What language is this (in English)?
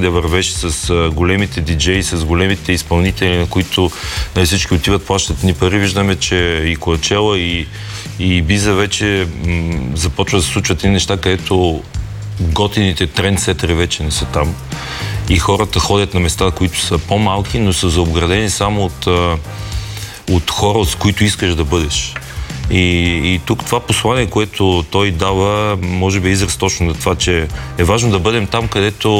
Bulgarian